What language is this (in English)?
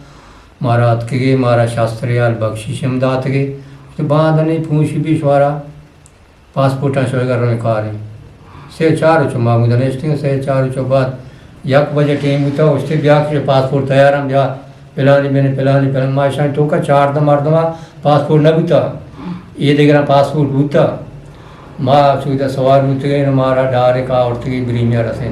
Eastern Balochi